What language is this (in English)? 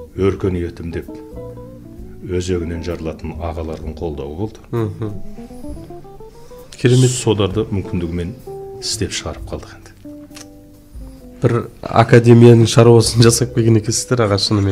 Kazakh